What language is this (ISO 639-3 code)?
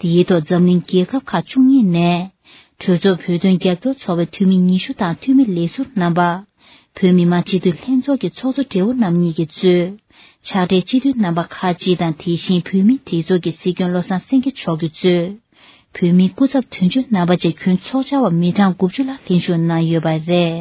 bod